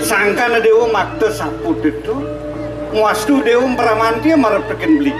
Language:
Balinese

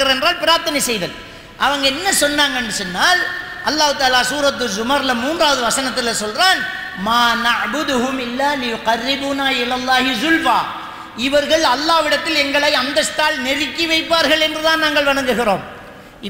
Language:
Tamil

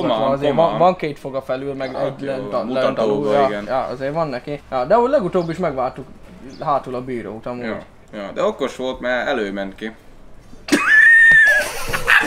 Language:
Hungarian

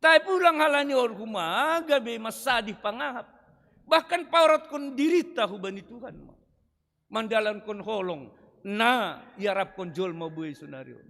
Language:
Batak Simalungun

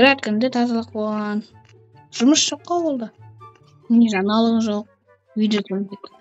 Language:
Kazakh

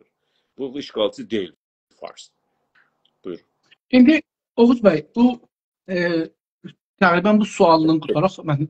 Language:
South Azerbaijani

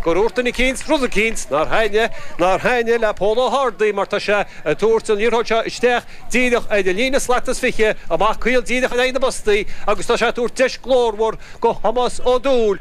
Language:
Irish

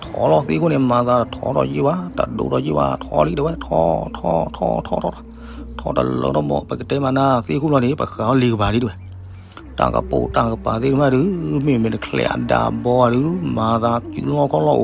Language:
S'gaw Karen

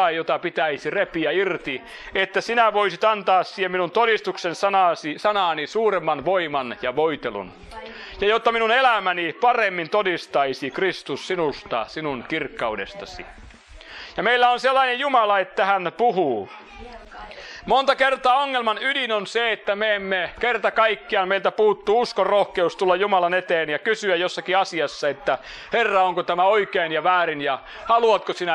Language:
Finnish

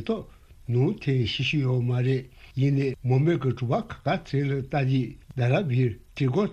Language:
Tibetan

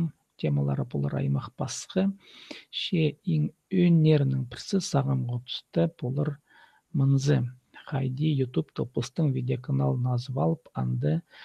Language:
Khakas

